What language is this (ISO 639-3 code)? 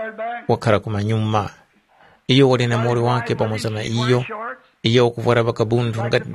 tum